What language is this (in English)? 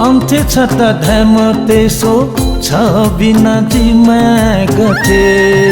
Newari